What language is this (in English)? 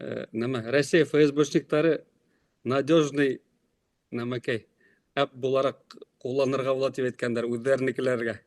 Bashkir